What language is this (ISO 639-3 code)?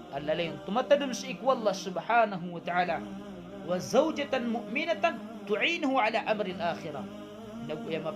mrw